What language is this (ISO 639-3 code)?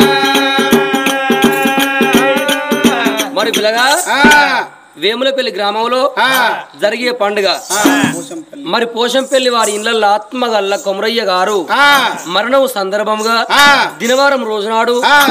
tel